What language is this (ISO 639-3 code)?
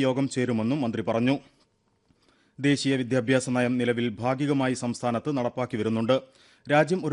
mal